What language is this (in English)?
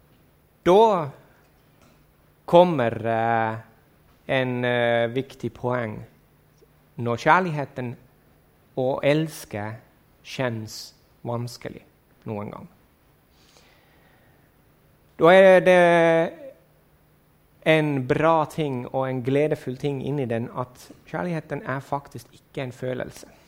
Norwegian